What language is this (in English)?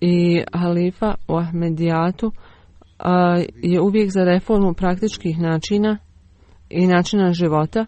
Bosnian